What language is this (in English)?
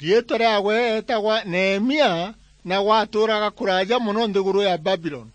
Meru